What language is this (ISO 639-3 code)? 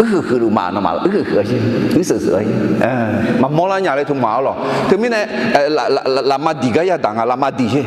ahk